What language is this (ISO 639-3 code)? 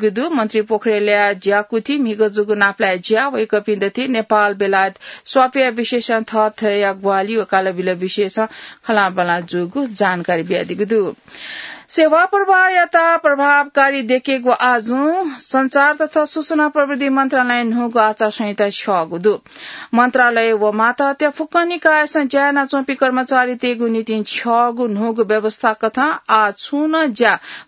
new